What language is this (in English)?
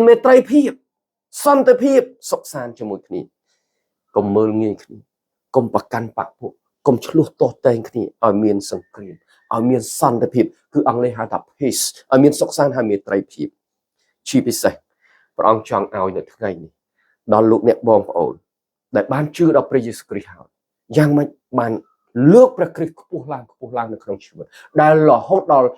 Khmer